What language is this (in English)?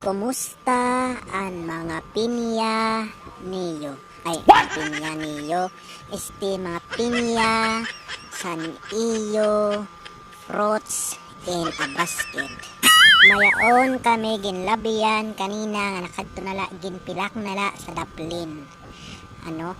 Waray